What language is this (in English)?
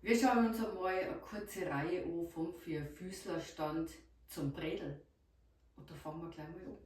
Bavarian